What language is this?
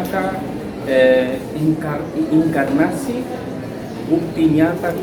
Tetum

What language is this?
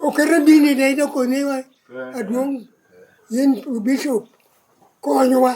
Lango (Uganda)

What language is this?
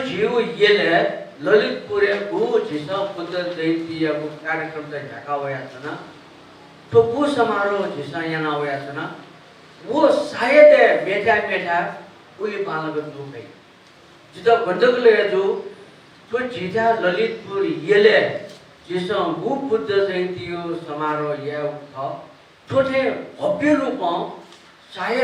Newari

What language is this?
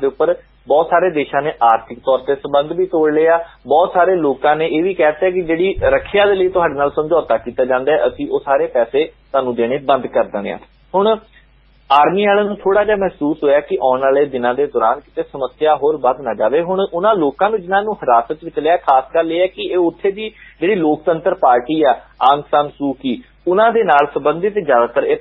Punjabi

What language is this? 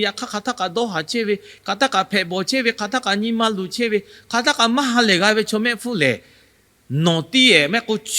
Lahu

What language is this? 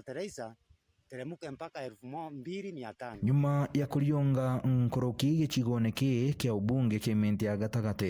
Meru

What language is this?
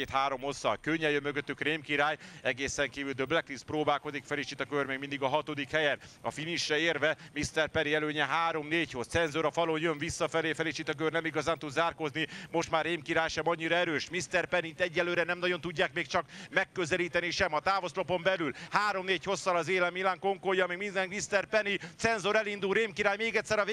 Hungarian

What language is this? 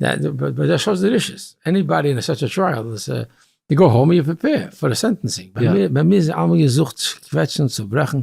Yiddish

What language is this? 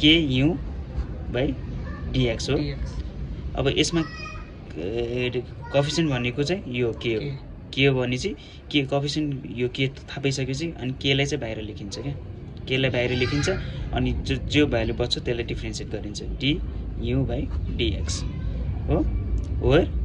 Nepali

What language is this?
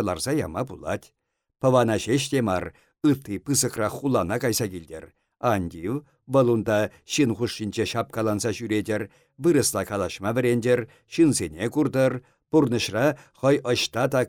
Chuvash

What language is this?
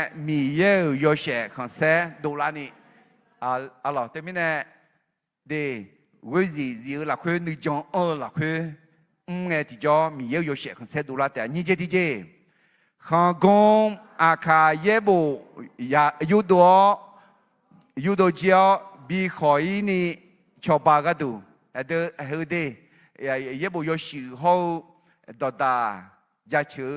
Akha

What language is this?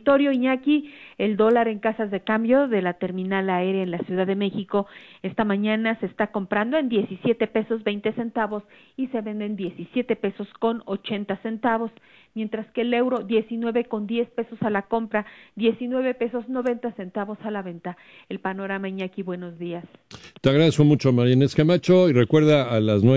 Spanish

